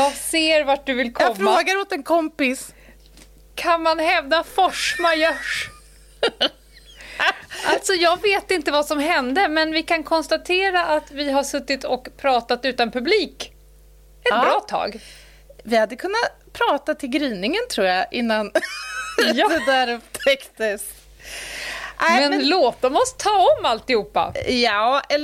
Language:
Swedish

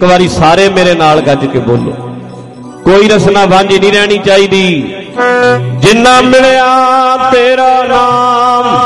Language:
Punjabi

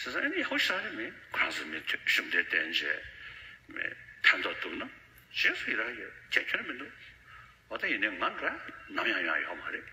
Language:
Tibetan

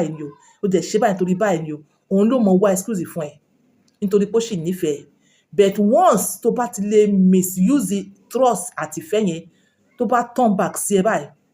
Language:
Yoruba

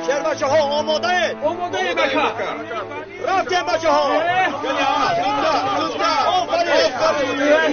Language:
Tajik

